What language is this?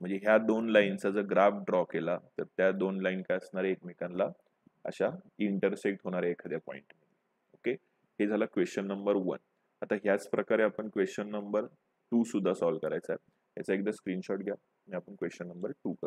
Marathi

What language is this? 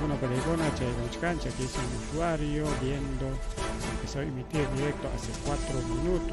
Ayacucho Quechua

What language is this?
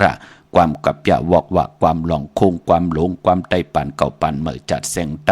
Shan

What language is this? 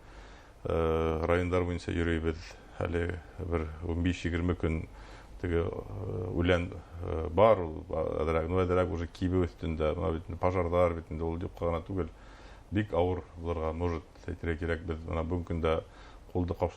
Bashkir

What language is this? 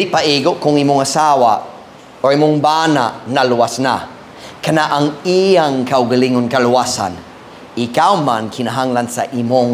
Cebuano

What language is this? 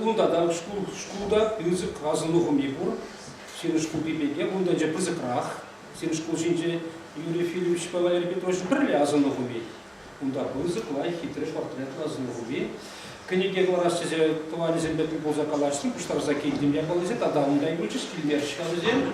Chuvash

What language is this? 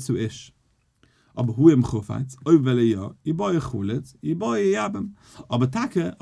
Yiddish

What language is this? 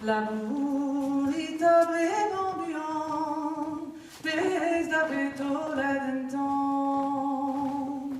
Breton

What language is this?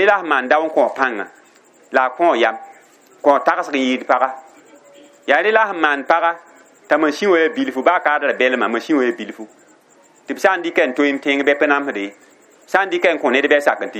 Mossi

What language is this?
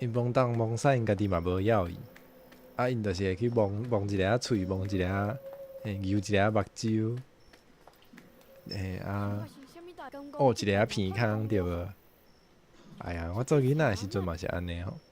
Min Nan Chinese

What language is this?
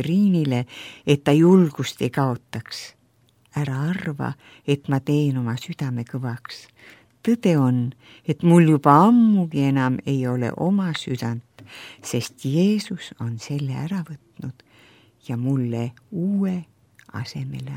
Estonian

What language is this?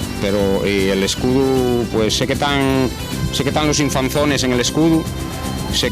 Asturian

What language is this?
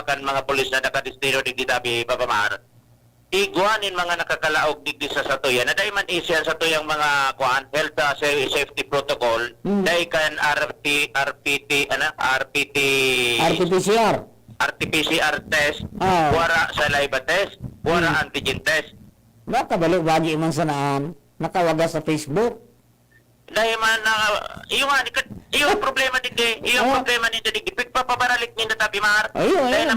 Bikol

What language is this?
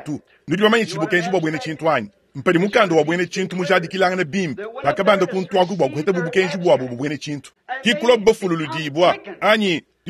Luba-Lulua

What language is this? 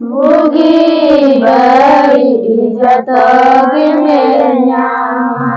Santali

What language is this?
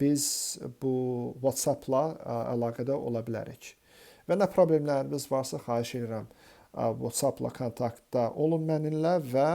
Azerbaijani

